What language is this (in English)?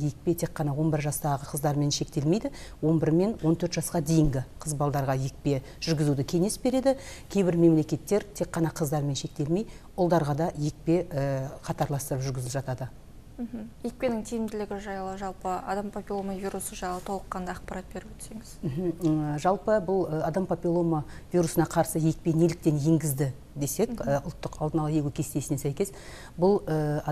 Kazakh